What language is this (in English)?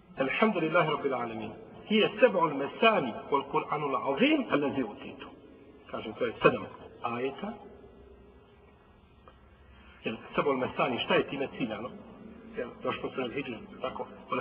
Bosnian